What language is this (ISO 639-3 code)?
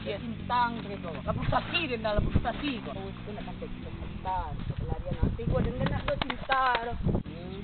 min